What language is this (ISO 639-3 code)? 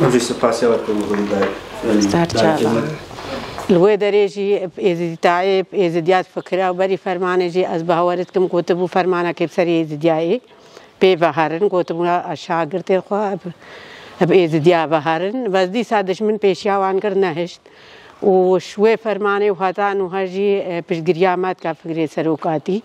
kur